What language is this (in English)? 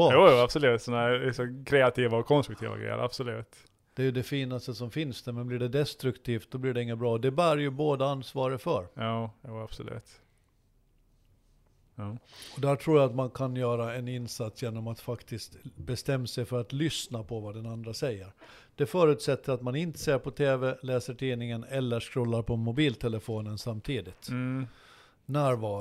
Swedish